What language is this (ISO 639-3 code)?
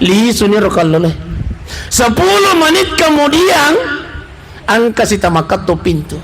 bug